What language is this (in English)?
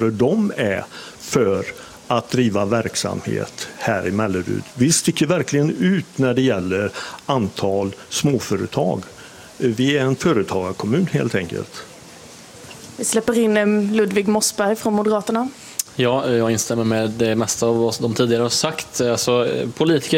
Swedish